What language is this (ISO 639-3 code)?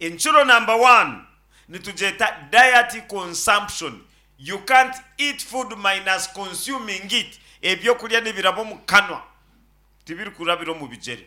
nyn